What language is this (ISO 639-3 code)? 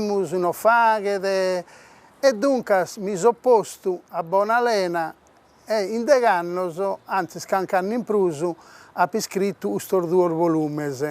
srd